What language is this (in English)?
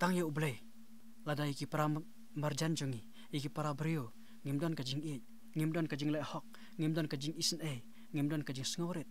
Khasi